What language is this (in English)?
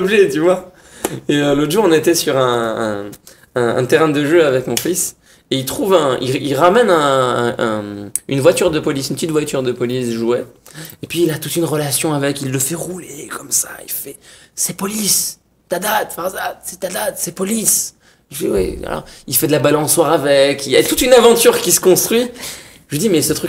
French